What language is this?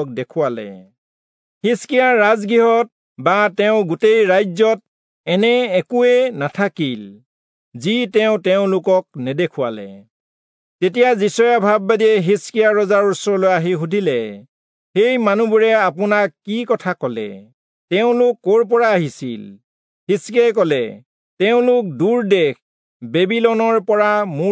Assamese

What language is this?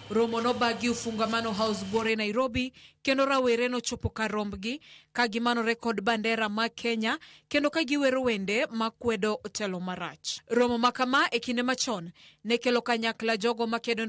Luo (Kenya and Tanzania)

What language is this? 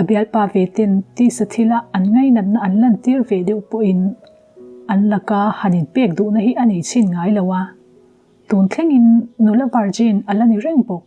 Mizo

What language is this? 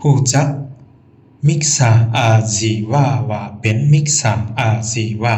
Shan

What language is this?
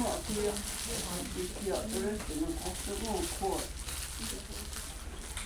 Mohawk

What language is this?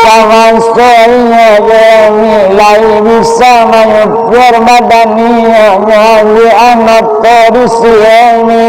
Minangkabau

